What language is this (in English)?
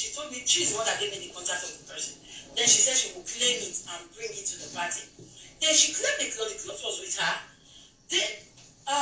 Nigerian Pidgin